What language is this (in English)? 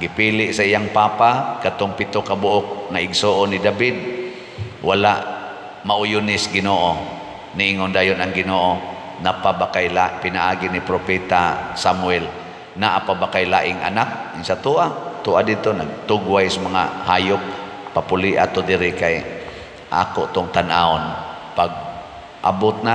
Cebuano